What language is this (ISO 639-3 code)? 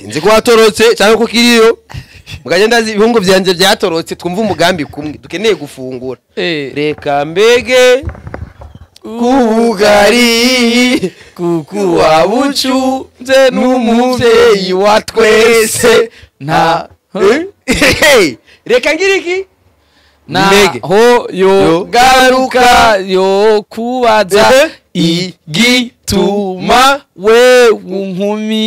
run